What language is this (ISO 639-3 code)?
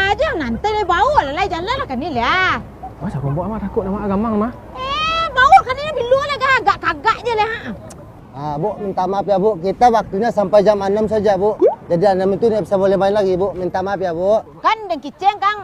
min